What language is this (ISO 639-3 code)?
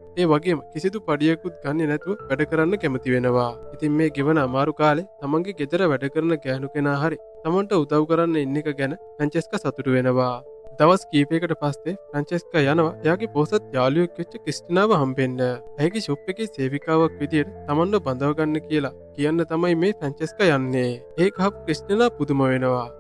sin